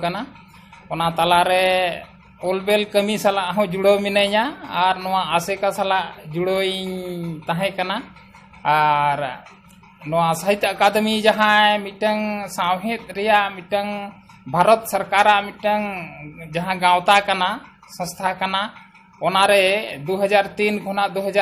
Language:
Santali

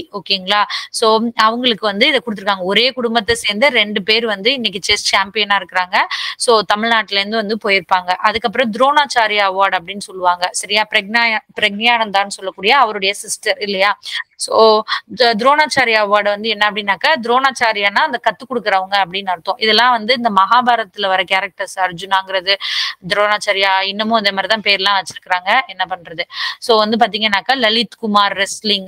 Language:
Tamil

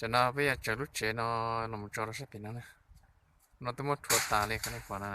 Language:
Hmong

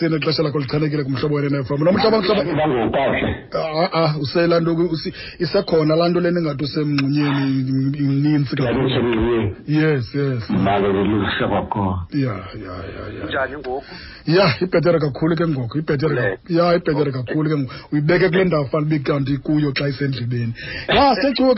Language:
Xhosa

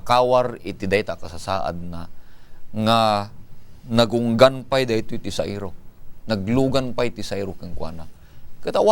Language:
Iloko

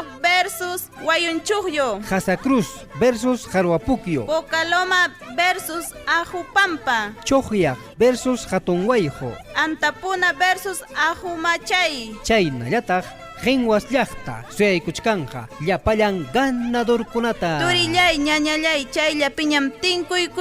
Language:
Ayacucho Quechua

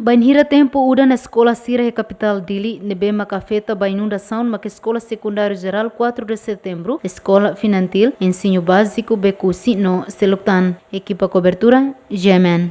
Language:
Tetum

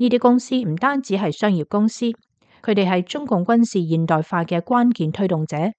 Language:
Cantonese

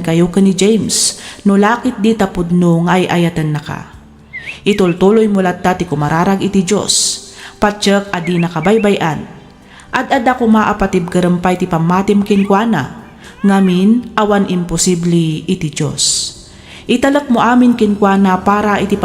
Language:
Iloko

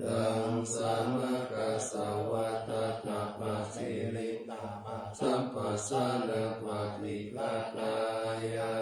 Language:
Pali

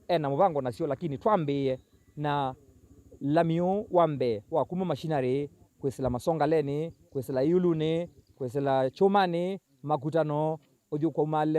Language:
Kamba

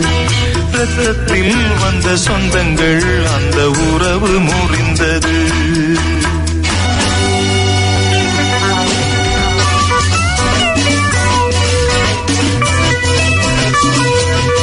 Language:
Tamil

